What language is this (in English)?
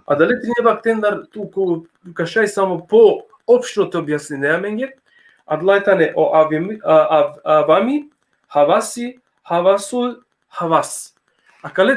Balkan Romani